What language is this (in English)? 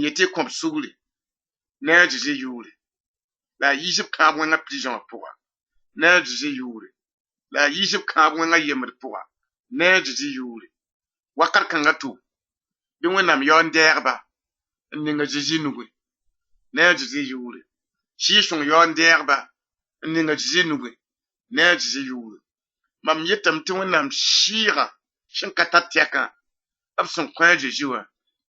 Mossi